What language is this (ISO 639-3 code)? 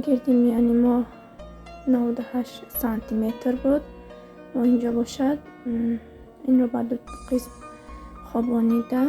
tgk